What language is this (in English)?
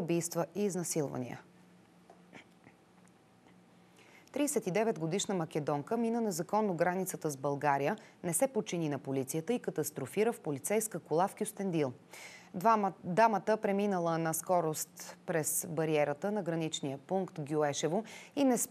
Bulgarian